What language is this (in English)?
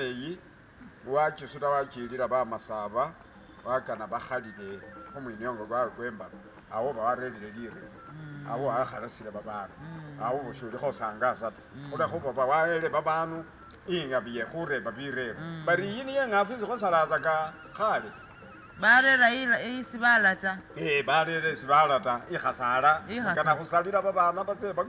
Masaaba